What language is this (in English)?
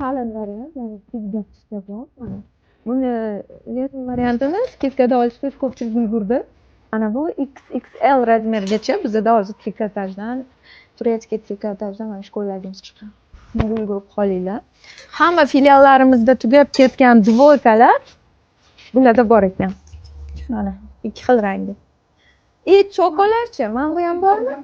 Uzbek